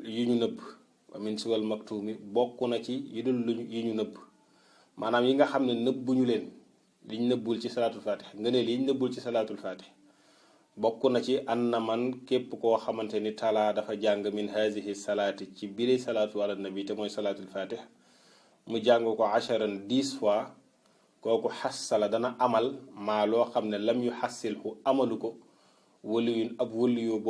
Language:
Wolof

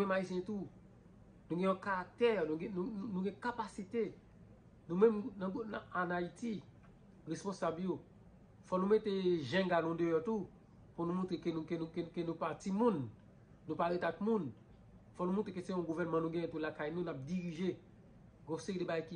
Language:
Haitian Creole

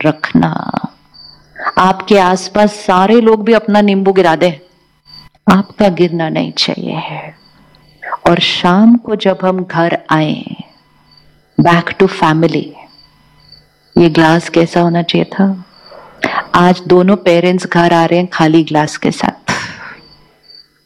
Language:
Hindi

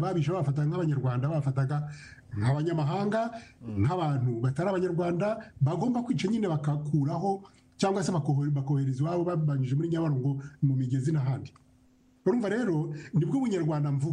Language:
Kinyarwanda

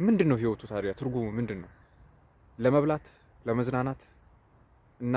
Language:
Amharic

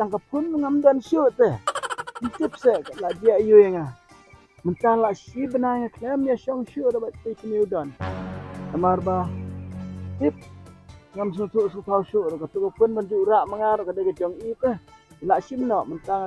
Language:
Khasi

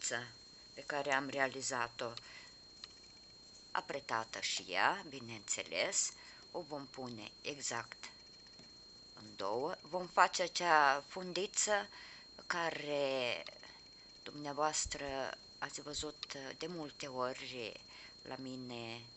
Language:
Romanian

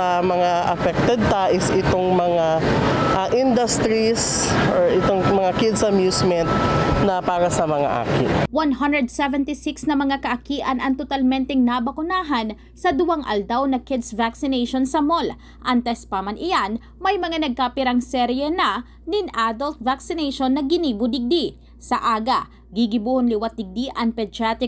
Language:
Bikol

